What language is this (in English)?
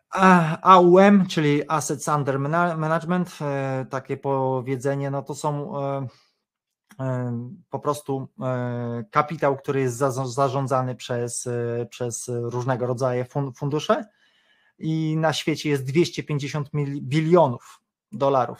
Polish